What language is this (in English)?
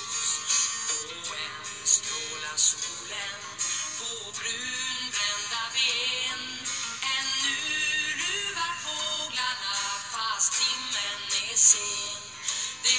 Swedish